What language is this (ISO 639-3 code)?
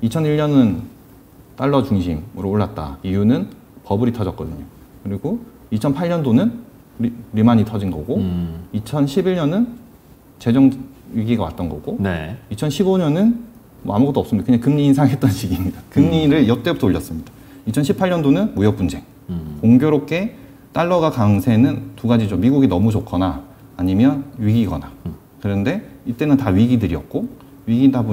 kor